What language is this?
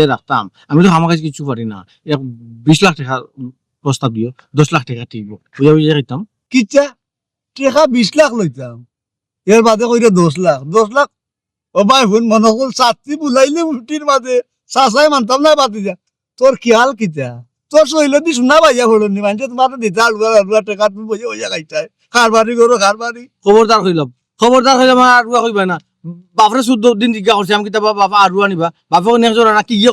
Sylheti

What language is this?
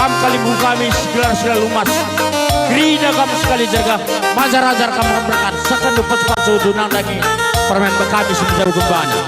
Batak Karo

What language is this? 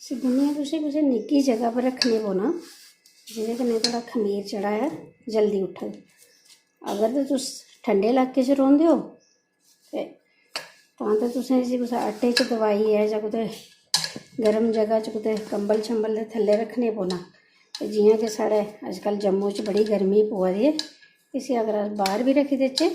Dogri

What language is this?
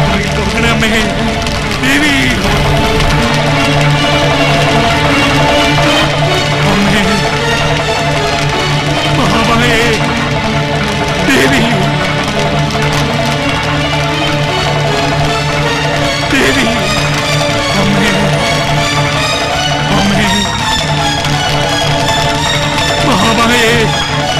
Malayalam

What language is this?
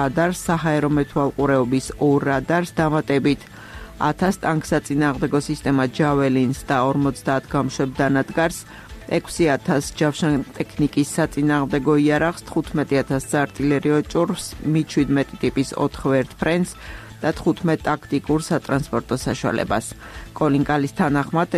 Georgian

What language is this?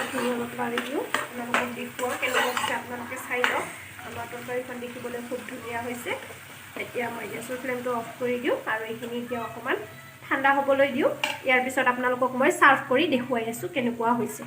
Assamese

